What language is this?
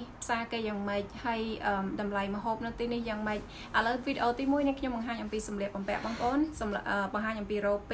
Khmer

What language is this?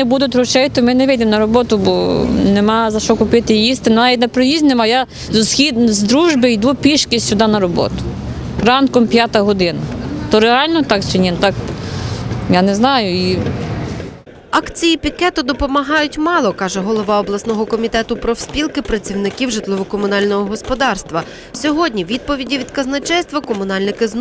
Ukrainian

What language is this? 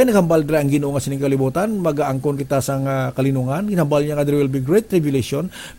Hiligaynon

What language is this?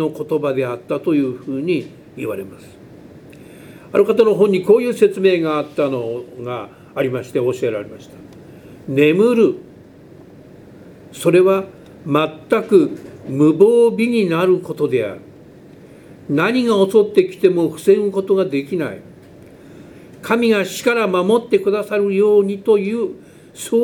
Japanese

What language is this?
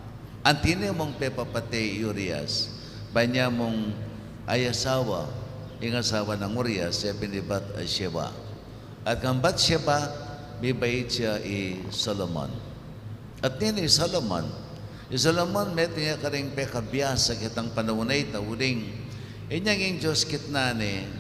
Pampanga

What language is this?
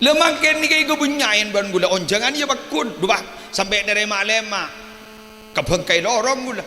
Madurese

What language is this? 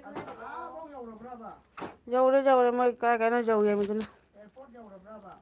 Manipuri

